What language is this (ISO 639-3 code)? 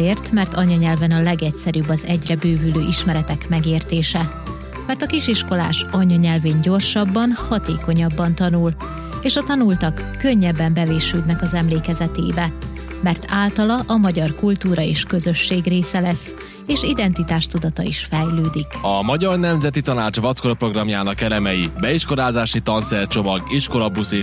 hun